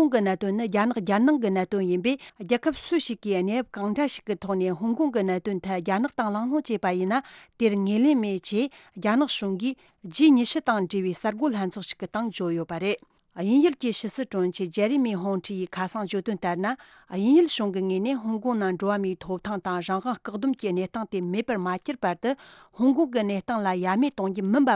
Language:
Tibetan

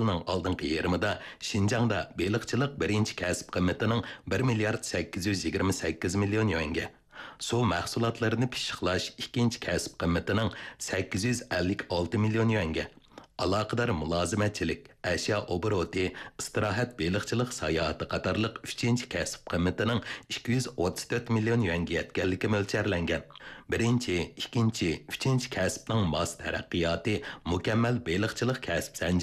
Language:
Uyghur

